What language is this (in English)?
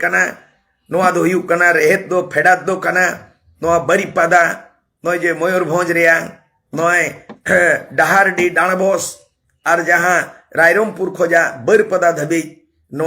Santali